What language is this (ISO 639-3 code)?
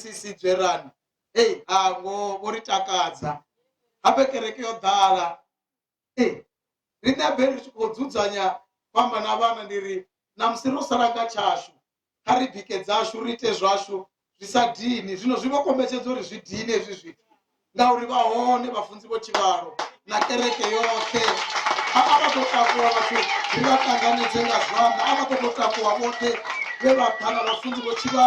ven